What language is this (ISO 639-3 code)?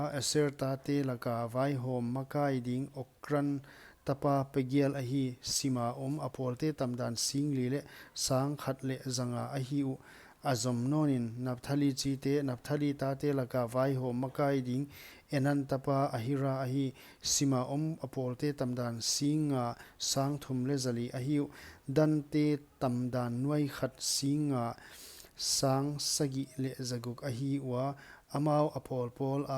pck